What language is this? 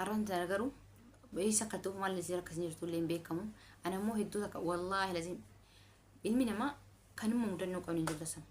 Oromo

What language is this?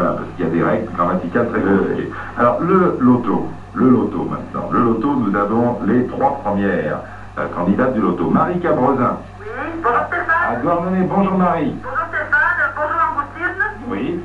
French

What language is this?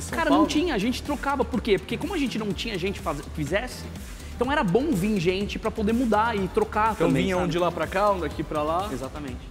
Portuguese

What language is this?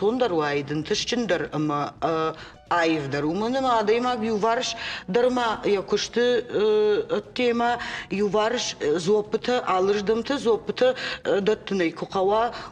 Ossetic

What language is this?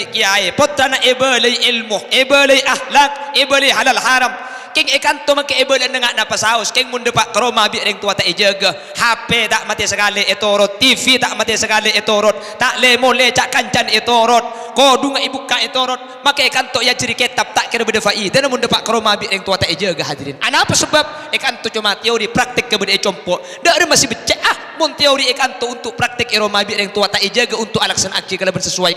Madurese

